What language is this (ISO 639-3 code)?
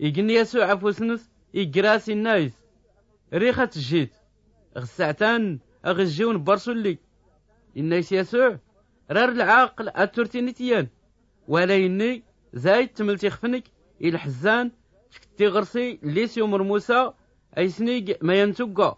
shi